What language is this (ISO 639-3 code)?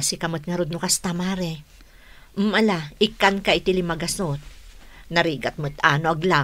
ilo